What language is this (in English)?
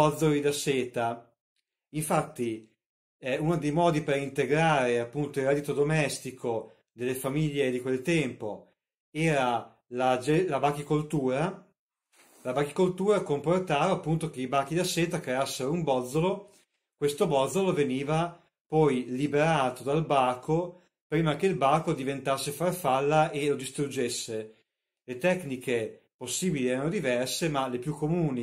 Italian